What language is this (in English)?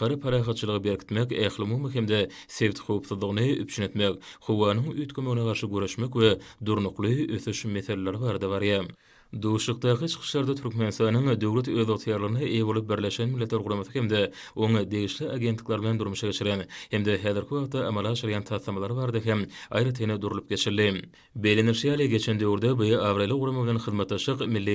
Turkmen